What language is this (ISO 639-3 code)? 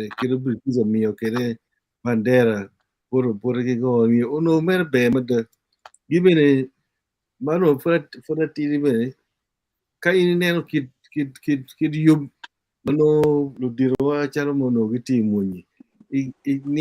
ach